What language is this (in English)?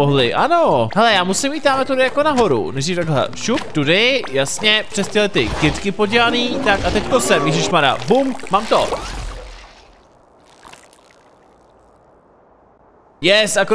Czech